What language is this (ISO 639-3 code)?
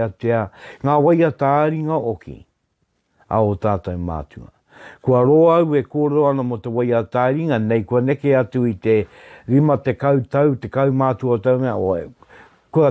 mri